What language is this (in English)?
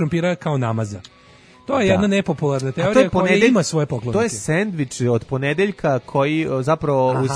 Serbian